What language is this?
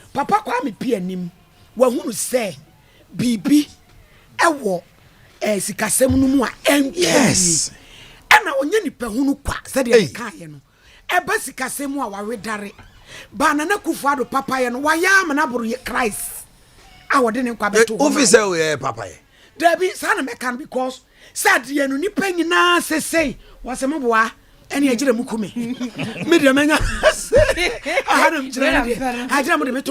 Akan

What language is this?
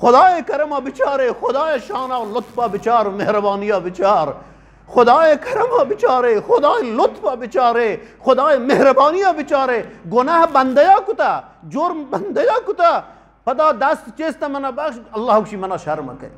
Eastern Balochi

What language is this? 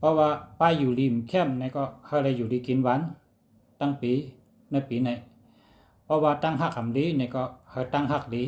Shan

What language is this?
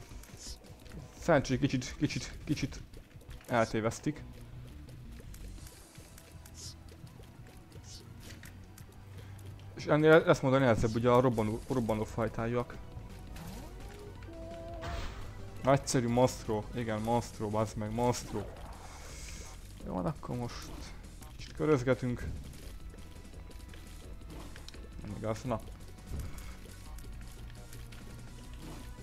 Hungarian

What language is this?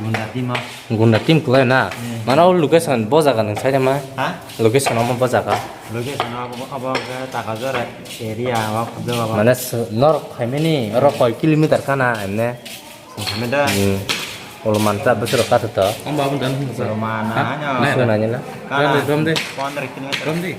Kok Borok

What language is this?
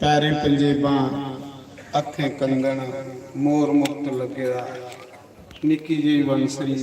Dogri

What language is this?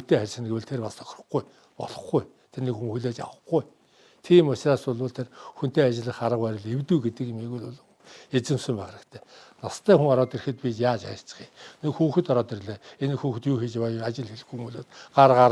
Mongolian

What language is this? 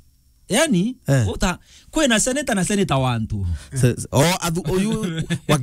Meru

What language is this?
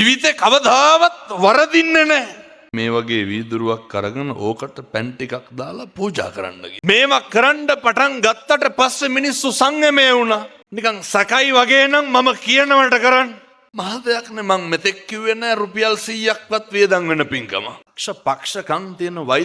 Sinhala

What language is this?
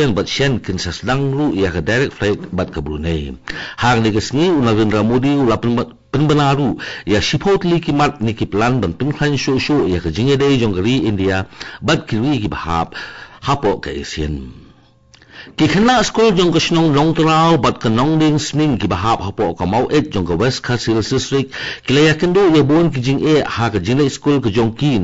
Khasi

